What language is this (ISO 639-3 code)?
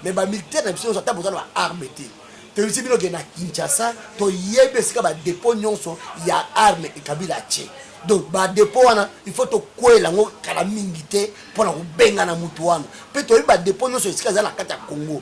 lin